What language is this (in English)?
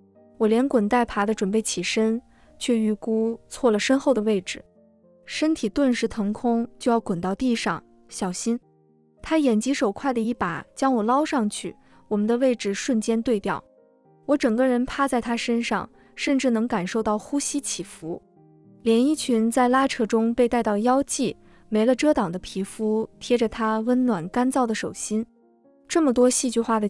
Chinese